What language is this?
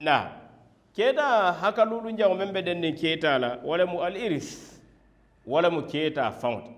Mandingo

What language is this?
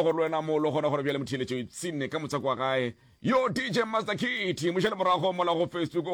Northern Sotho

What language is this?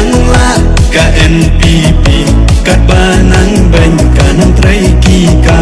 Khasi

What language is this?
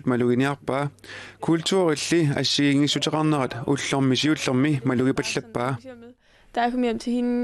Kalaallisut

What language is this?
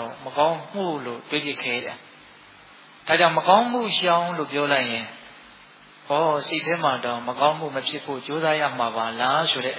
Burmese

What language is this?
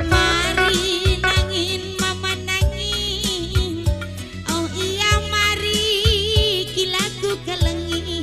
Batak Karo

